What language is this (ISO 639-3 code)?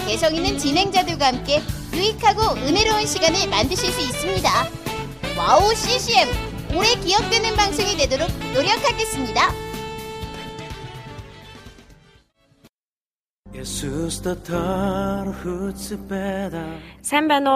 kor